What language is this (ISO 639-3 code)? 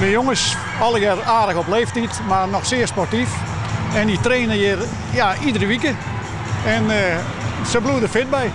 fry